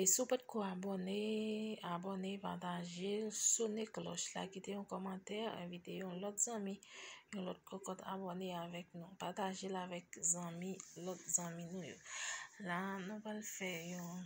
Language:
Haitian Creole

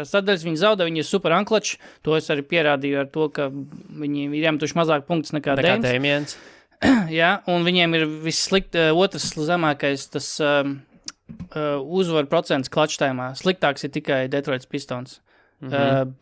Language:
Latvian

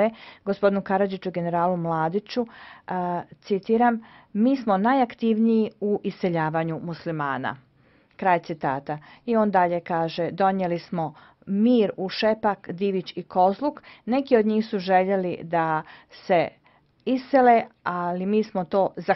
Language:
Serbian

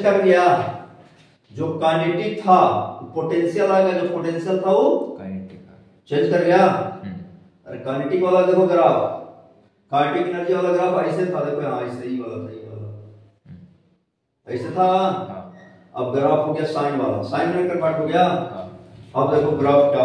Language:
Hindi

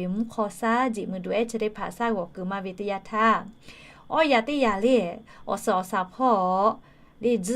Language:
Lahu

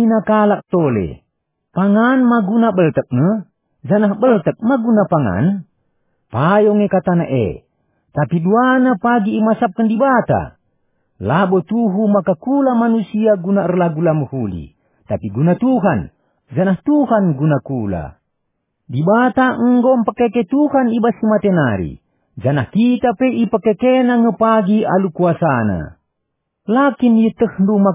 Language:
Batak Karo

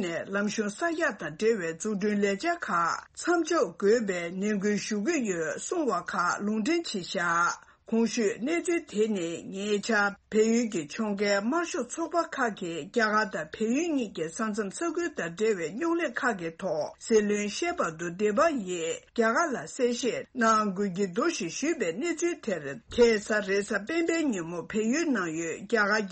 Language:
Tibetan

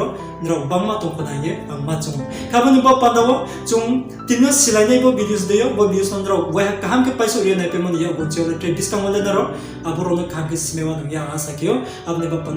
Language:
Riang (India)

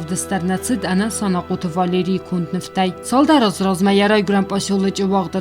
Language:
Ossetic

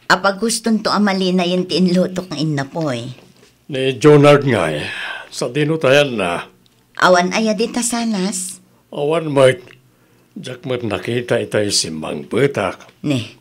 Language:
Iloko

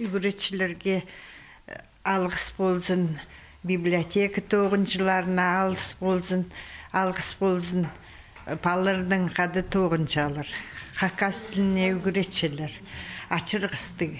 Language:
Khakas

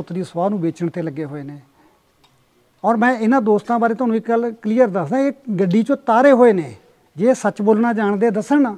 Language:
Punjabi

